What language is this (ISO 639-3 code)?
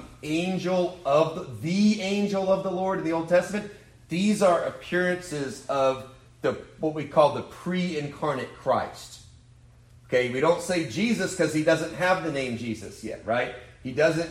eng